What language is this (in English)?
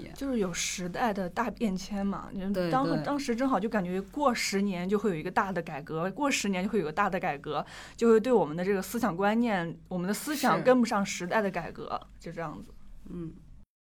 Chinese